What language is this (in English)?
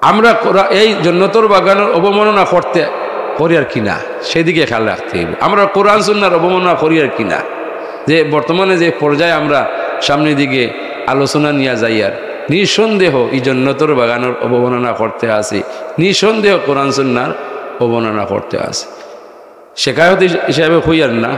Sylheti